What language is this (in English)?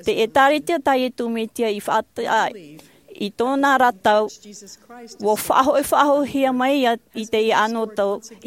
Tahitian